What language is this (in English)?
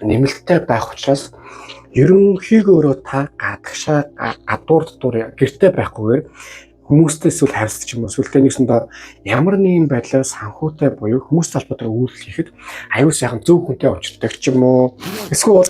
Mongolian